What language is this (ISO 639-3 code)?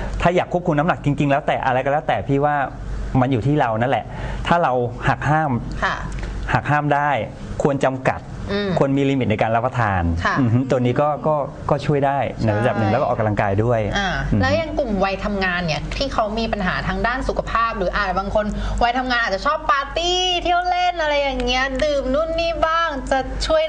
tha